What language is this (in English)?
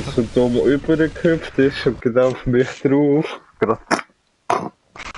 Swiss German